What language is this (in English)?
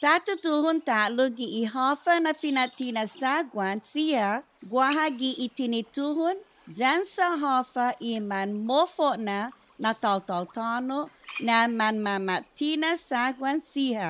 Chamorro